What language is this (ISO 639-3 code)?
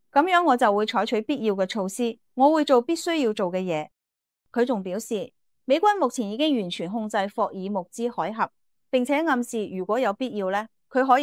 yue